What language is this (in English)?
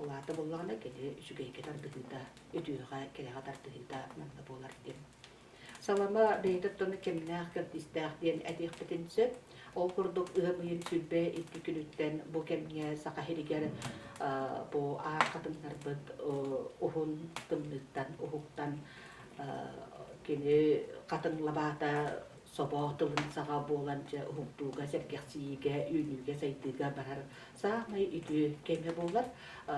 Yakut